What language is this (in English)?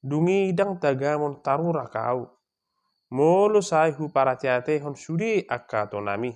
Batak Toba